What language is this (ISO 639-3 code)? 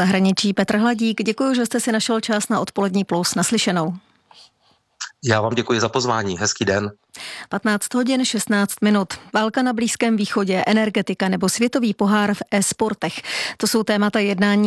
ces